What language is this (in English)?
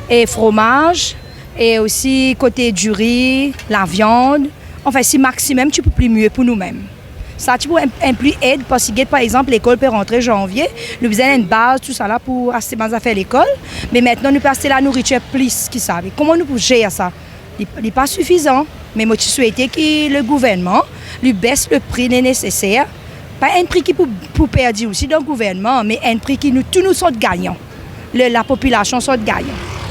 Morisyen